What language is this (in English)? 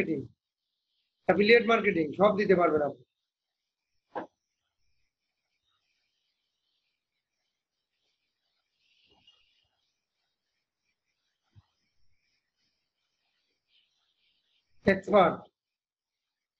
Bangla